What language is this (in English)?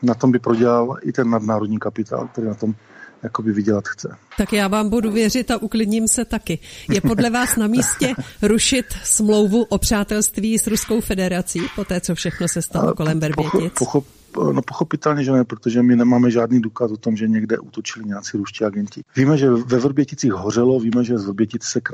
Czech